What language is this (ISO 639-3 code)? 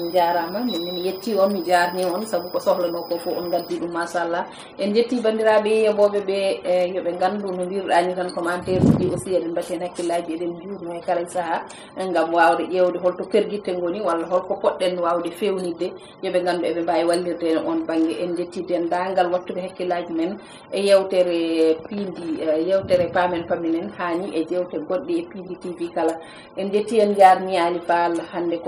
ful